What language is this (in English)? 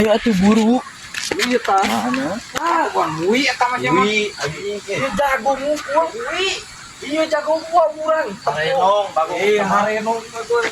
Sundanese